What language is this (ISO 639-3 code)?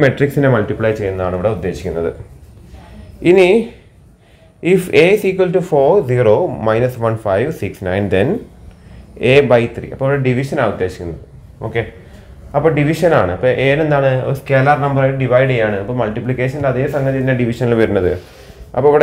mal